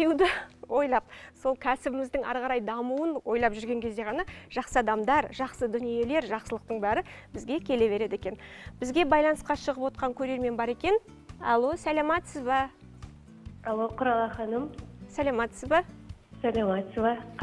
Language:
Kazakh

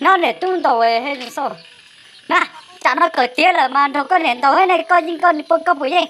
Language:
Hmong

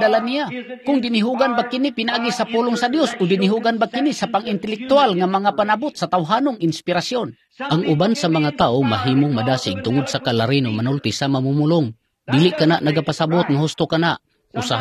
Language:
Cebuano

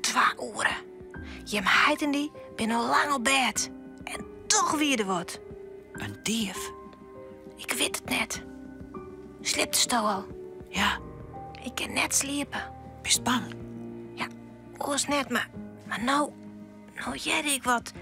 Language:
Western Frisian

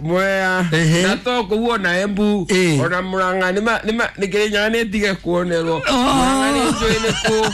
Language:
Kikuyu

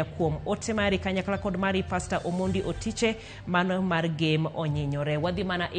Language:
Luo (Kenya and Tanzania)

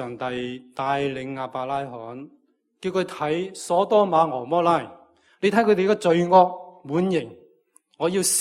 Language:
Cantonese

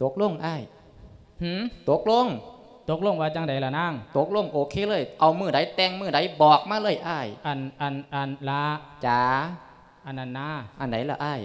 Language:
Lao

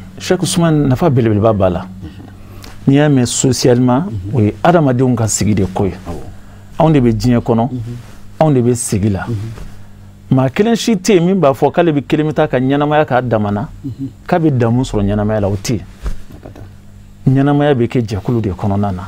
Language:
Bambara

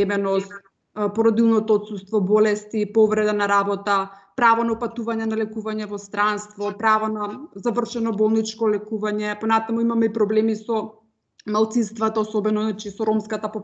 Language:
Macedonian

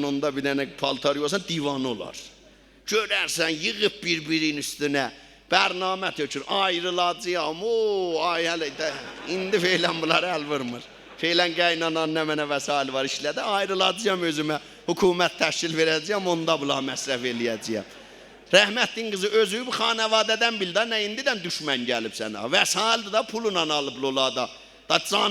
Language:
South Azerbaijani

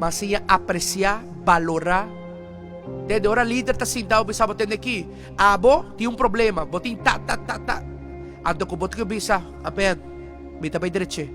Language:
Papiamento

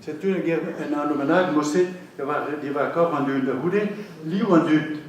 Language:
Breton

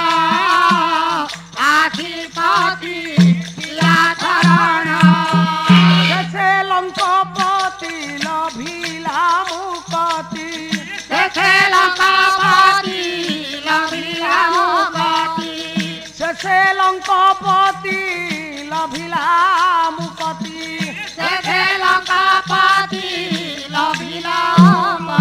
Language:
Odia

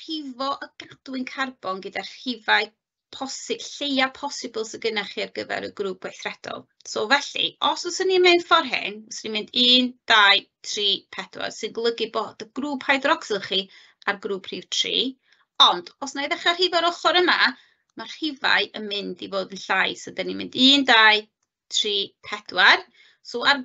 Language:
Welsh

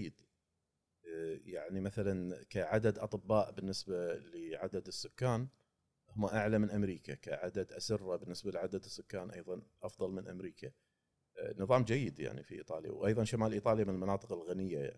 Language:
Gulf Arabic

